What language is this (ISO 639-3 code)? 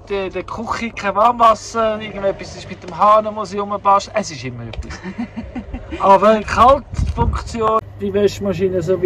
gsw